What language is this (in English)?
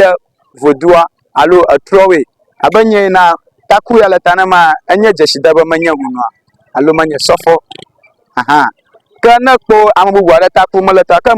Ewe